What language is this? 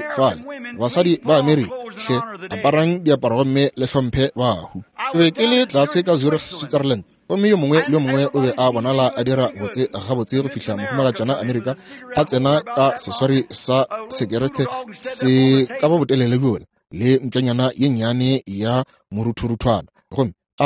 Northern Sotho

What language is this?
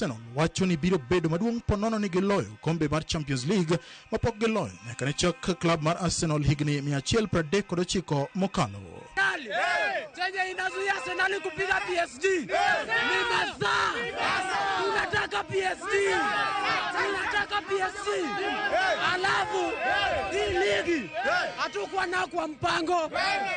Luo (Kenya and Tanzania)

